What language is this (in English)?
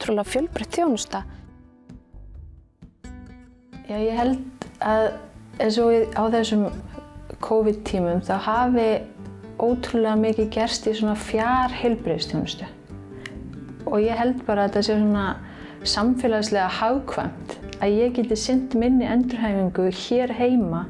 Icelandic